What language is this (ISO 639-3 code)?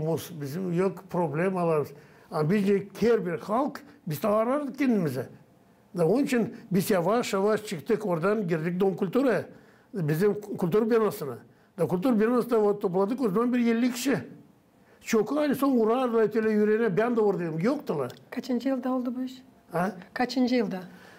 gag